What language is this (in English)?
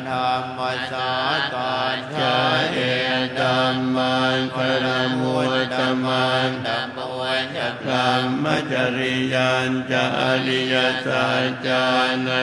Pali